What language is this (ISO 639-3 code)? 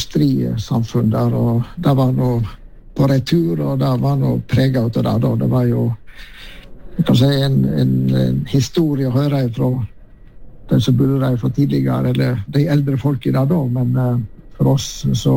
nor